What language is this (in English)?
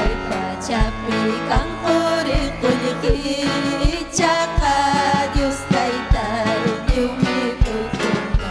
Ayacucho Quechua